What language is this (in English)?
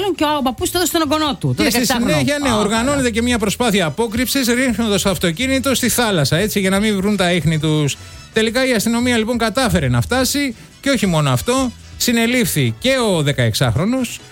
Greek